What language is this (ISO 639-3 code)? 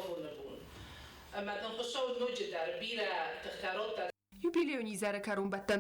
oss